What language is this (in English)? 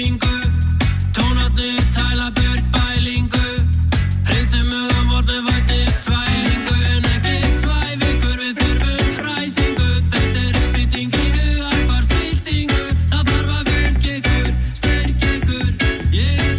Icelandic